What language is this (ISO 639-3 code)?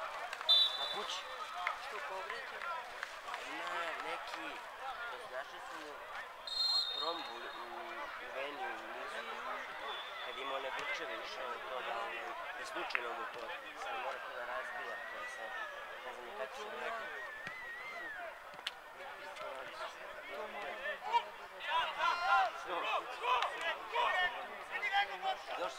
srp